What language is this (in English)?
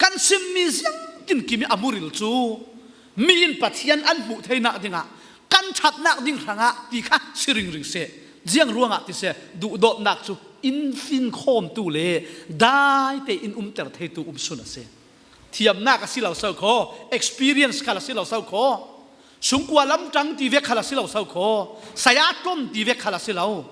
Falam Chin